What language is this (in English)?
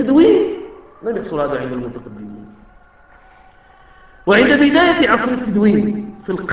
Arabic